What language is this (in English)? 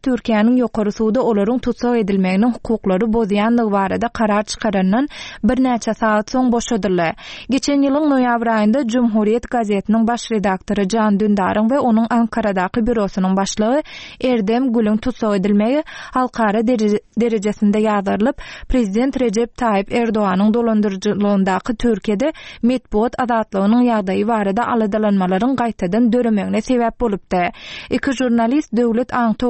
Turkmen